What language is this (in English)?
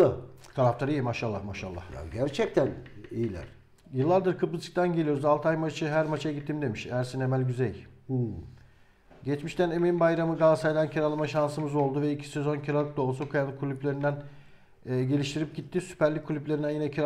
Turkish